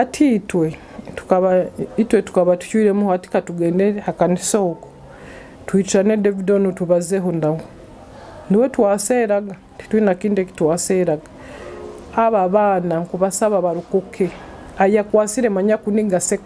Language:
Nyoro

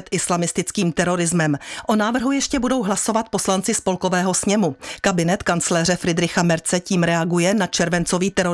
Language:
Czech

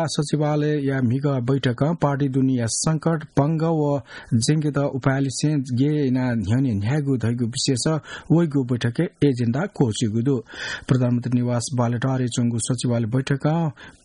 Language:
Newari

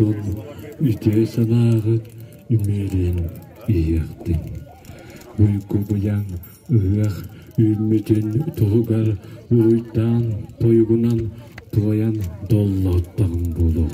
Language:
Yakut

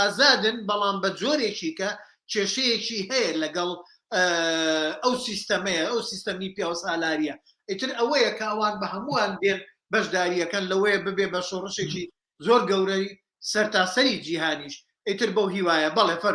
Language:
Central Kurdish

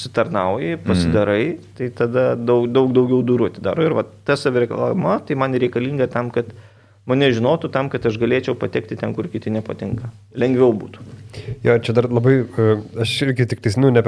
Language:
Lithuanian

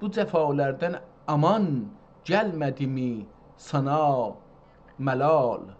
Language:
South Azerbaijani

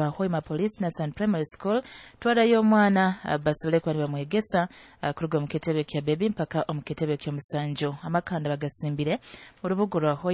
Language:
Nyoro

